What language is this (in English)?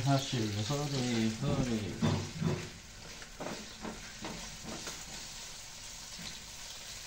Indonesian